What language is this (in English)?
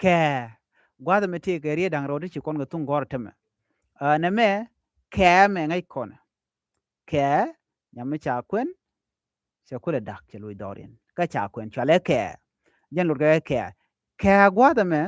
Nuer